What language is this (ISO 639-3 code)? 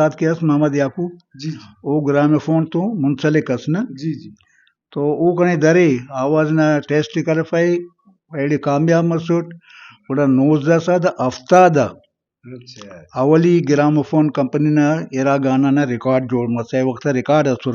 brh